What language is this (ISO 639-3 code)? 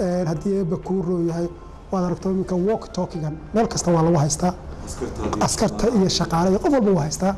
som